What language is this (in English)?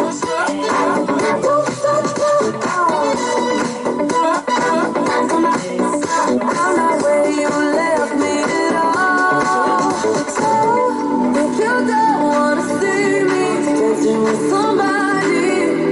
English